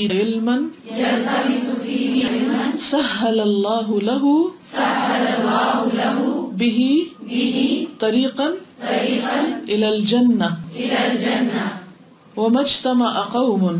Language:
Urdu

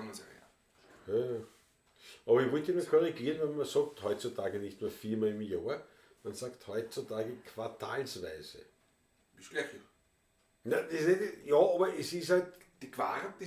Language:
Bavarian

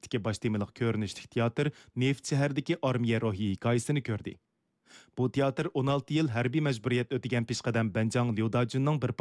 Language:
Uyghur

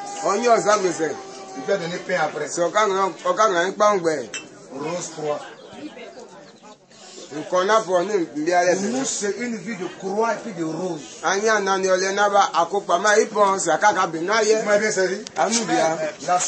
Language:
French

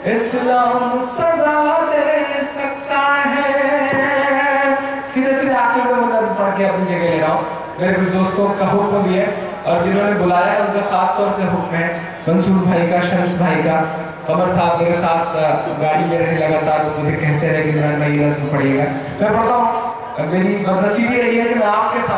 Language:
Urdu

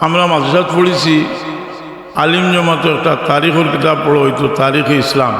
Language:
Sylheti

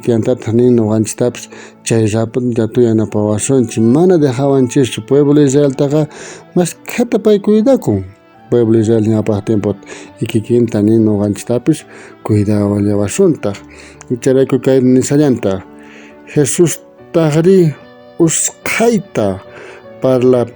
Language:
South Bolivian Quechua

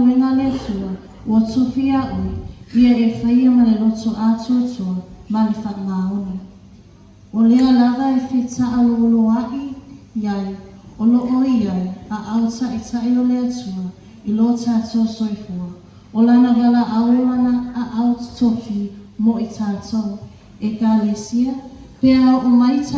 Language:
Samoan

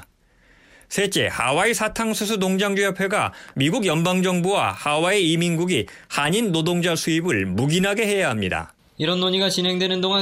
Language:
Korean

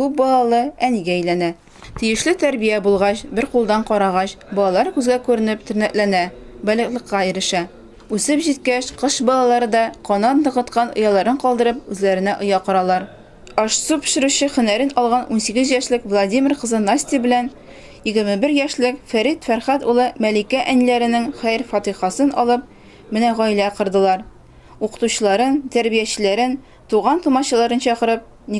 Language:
Tatar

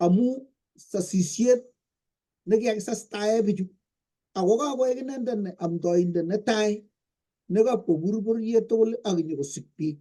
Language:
Kalenjin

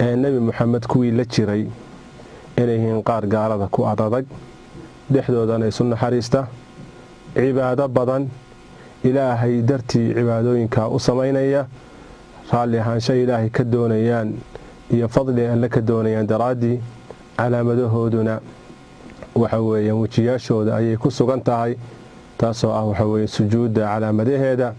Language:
Somali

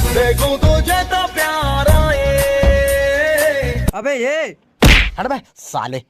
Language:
Chhattisgarhi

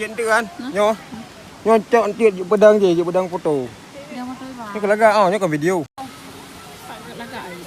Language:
Achinese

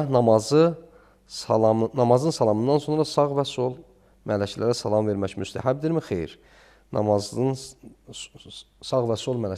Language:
Azerbaijani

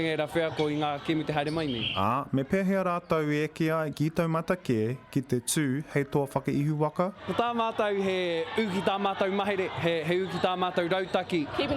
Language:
Māori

